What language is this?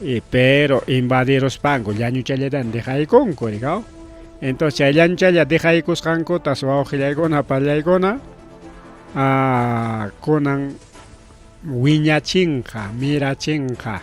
Ayacucho Quechua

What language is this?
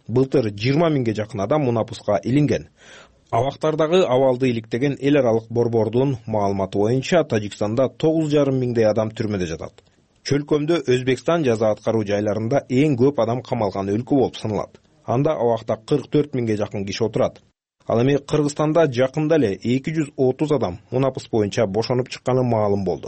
Kyrgyz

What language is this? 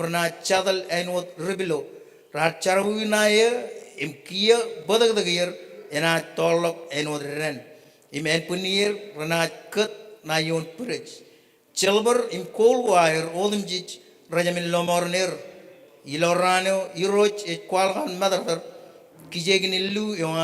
Marshallese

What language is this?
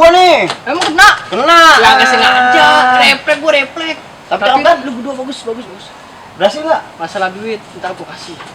Betawi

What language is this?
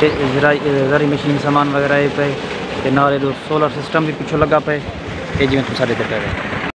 Saraiki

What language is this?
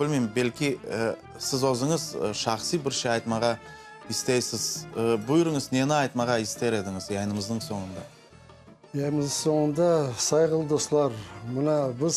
Crimean Tatar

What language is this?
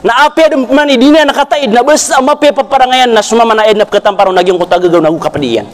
Maranao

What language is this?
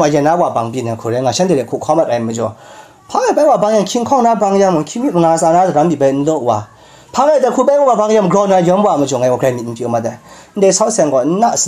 Kachin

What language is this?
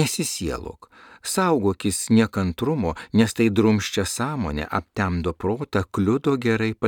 Lithuanian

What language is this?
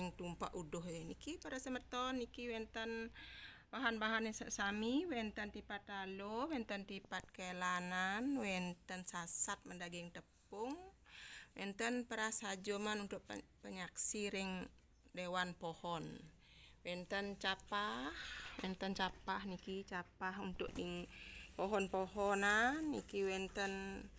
Balinese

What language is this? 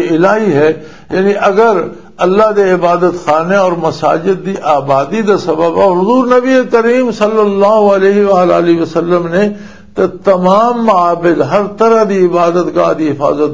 Western Panjabi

